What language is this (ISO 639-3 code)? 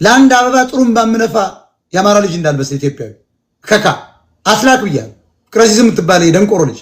amh